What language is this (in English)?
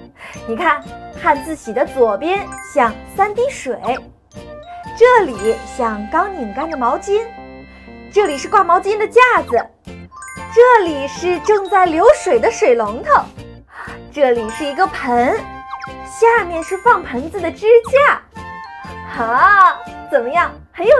Chinese